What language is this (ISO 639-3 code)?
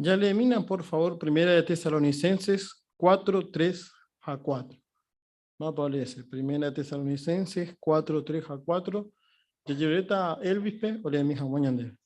grn